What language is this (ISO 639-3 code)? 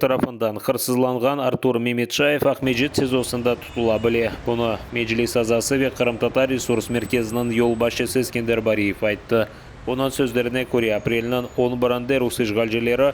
crh